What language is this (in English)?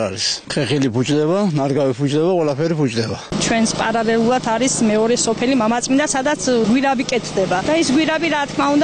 Georgian